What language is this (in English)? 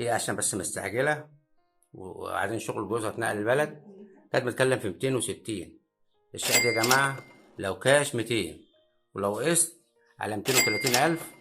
Egyptian Arabic